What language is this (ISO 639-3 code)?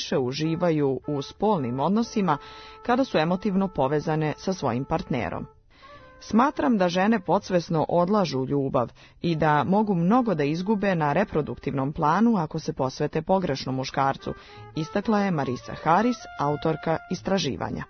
srp